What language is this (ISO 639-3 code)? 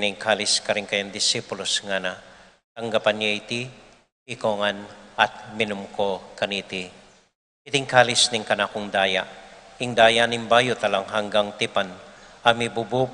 pam